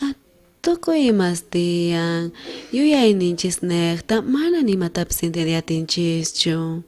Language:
South Bolivian Quechua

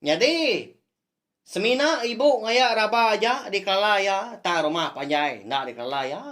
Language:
Iban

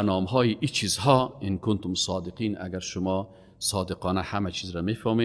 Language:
Persian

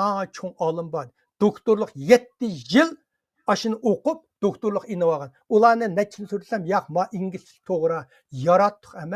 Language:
Uyghur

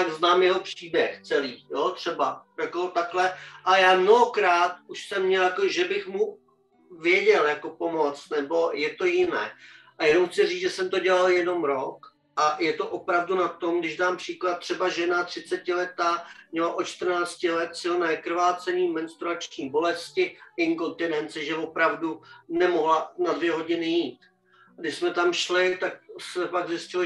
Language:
Czech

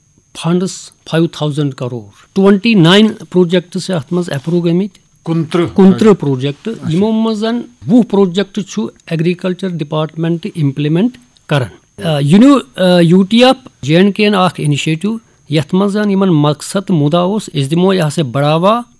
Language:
Kashmiri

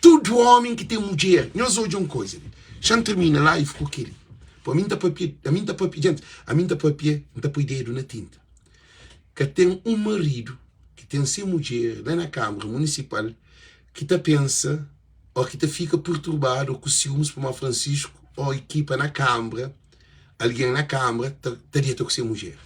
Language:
Kabuverdianu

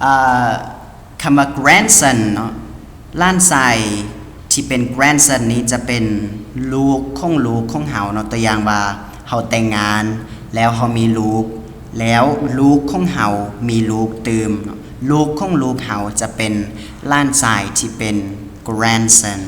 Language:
Lao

